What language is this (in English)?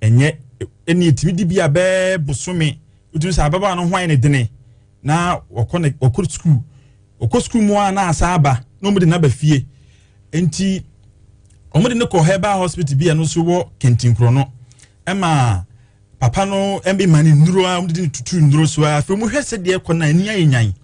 Akan